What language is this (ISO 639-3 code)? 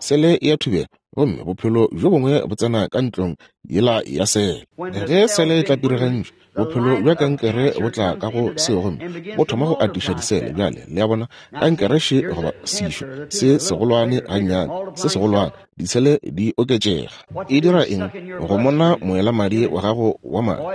nso